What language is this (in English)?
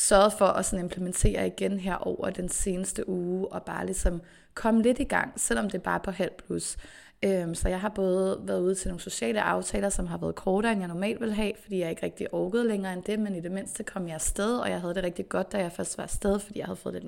Danish